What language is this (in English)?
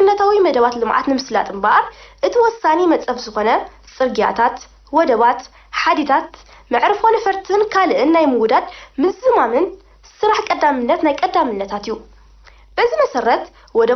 Tigrinya